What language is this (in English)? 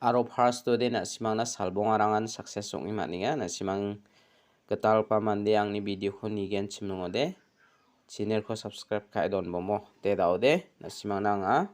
Garo